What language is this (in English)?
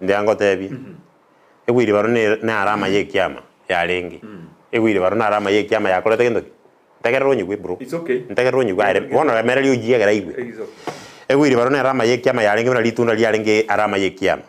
Gusii